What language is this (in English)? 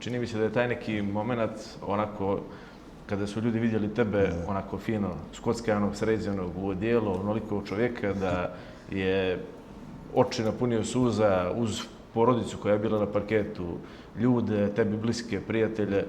Bosnian